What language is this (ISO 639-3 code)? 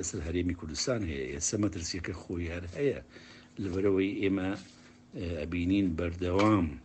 ckb